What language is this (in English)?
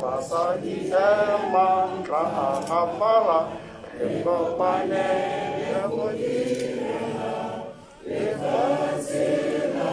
Tswana